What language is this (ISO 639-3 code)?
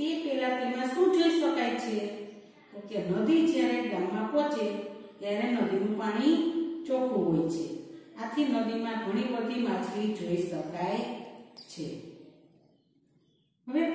guj